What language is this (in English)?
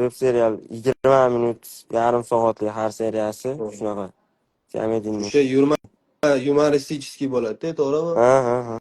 Uzbek